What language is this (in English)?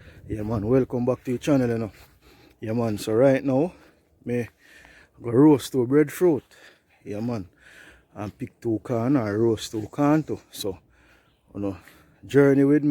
Jamaican Creole English